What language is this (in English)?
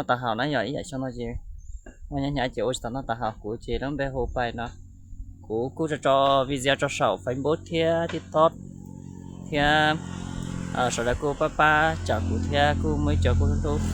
Hmong